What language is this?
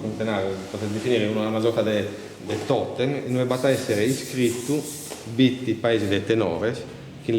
Sardinian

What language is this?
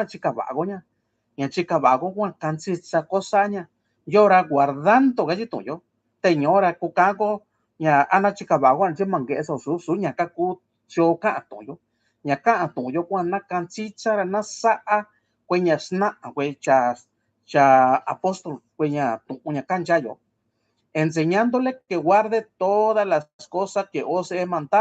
Mixtepec Mixtec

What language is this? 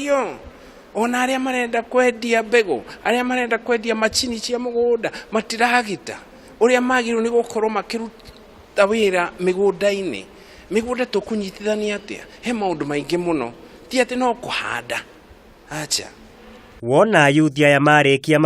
Kikuyu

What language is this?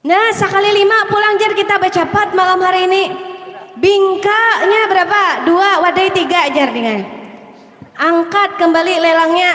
Banjar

